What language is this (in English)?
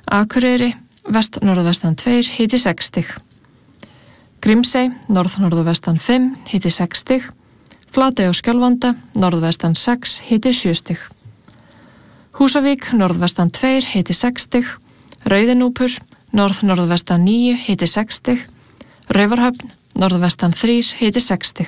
Icelandic